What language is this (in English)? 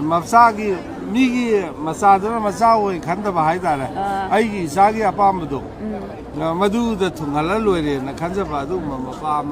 Manipuri